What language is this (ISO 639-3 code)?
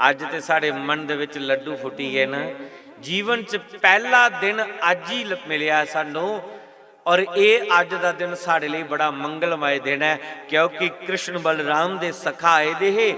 doi